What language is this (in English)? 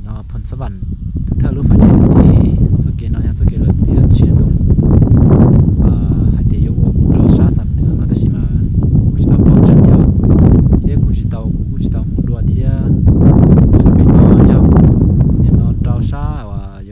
Hmong